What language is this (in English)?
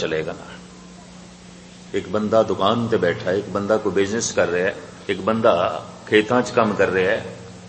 Punjabi